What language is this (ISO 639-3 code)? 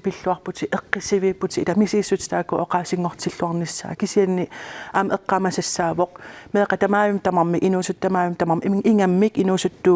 kal